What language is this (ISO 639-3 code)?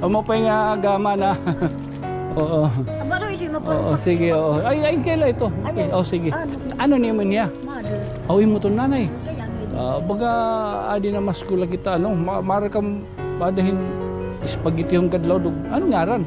war